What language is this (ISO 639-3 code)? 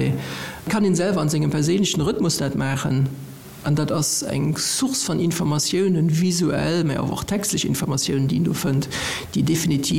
ltz